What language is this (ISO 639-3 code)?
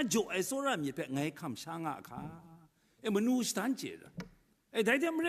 kac